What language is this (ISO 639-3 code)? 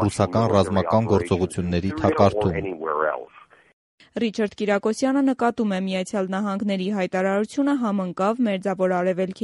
hye